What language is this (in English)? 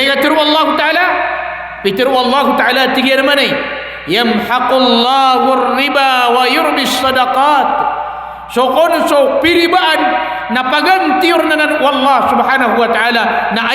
Maranao